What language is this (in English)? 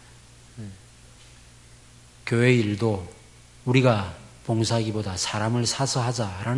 Korean